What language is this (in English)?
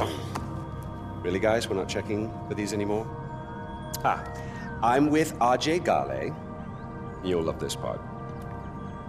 English